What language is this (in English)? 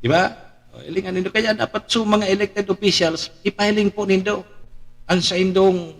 Bikol